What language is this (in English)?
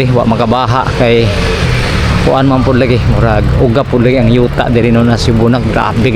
Cebuano